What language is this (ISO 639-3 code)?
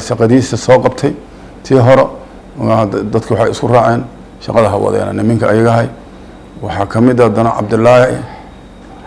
som